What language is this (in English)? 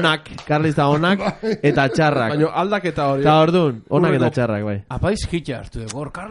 Basque